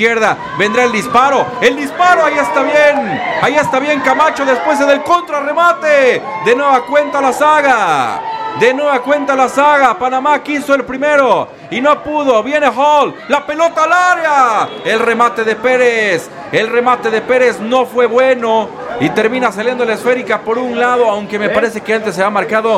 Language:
Spanish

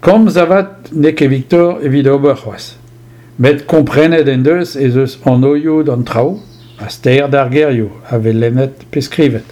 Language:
Breton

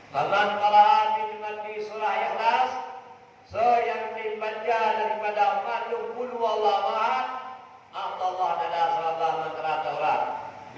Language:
Achinese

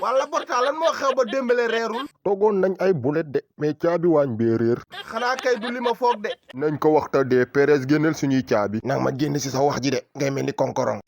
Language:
Wolof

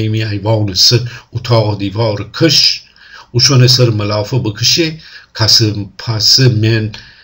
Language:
Gilaki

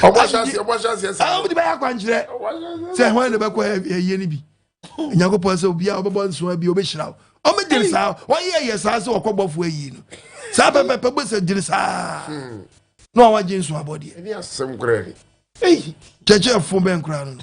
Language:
Akan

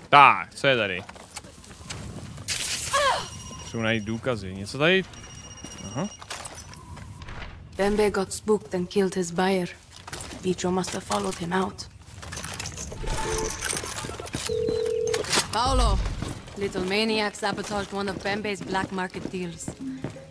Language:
Czech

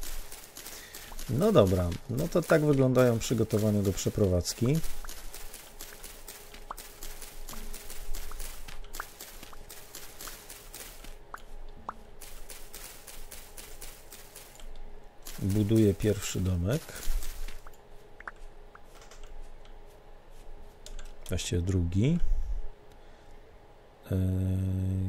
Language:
Polish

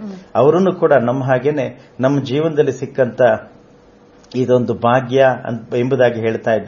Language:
Kannada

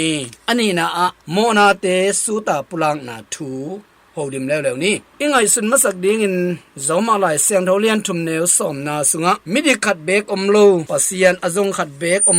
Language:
Tedim Chin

